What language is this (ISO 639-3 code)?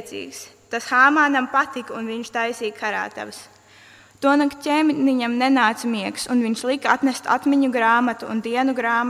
lav